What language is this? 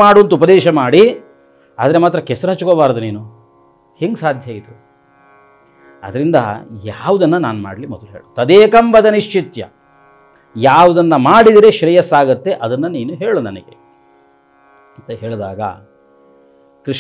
Kannada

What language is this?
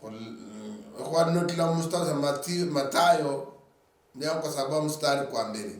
Luyia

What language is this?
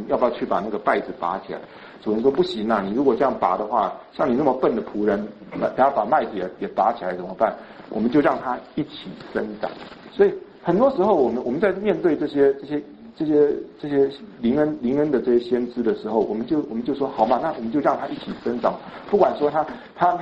Chinese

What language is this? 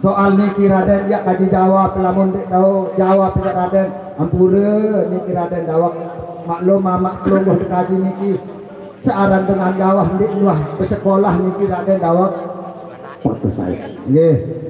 Sasak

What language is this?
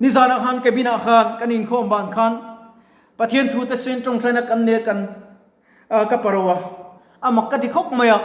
Mizo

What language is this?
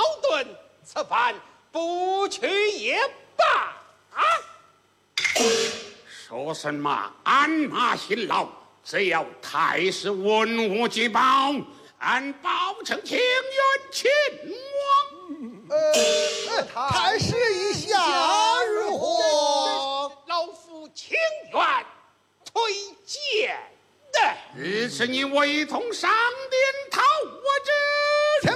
Chinese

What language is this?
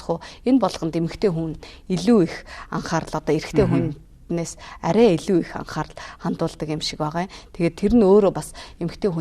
Mongolian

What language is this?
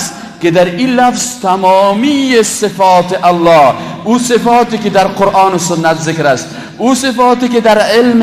Persian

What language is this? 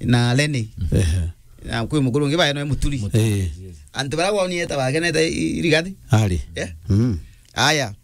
Meru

